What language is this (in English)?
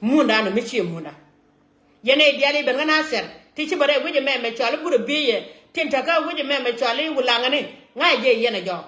Nuer